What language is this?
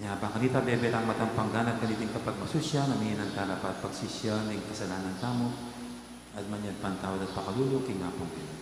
Pampanga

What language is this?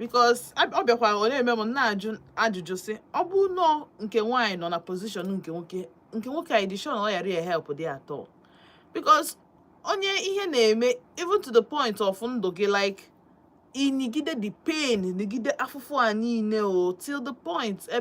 Igbo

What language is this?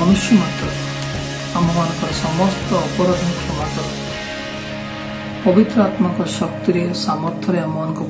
Odia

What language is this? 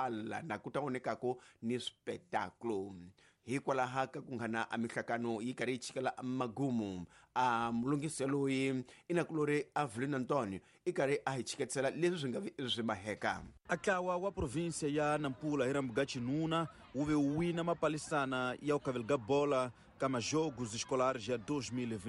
Tsonga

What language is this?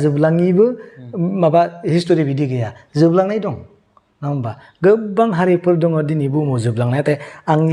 Bodo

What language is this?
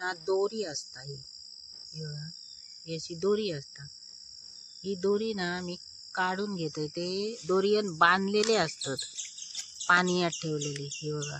Konkani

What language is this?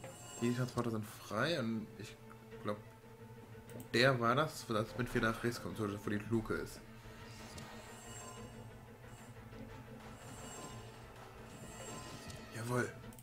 German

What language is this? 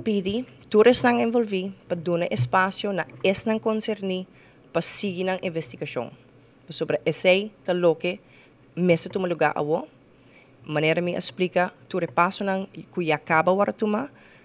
Papiamento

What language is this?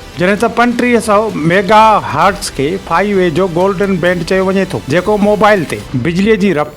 Sindhi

